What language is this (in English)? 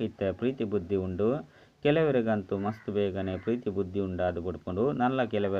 Tulu